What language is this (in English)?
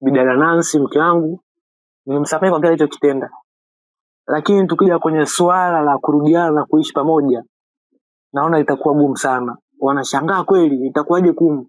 Swahili